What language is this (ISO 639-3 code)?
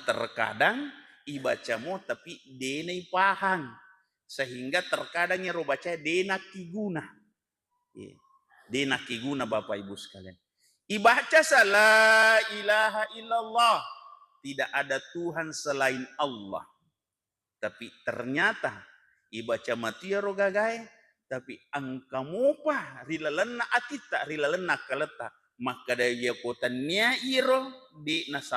bug